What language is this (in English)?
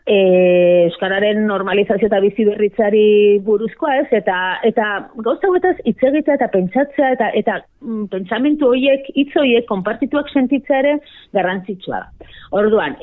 Basque